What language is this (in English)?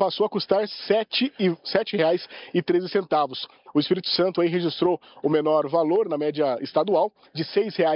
Portuguese